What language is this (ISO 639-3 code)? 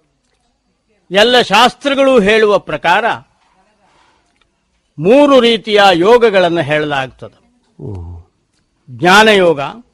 kan